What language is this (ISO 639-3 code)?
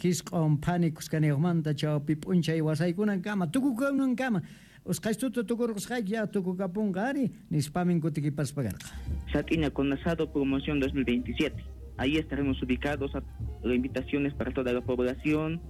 quh